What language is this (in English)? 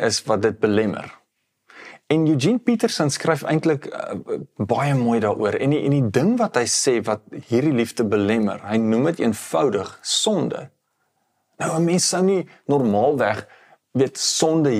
Afrikaans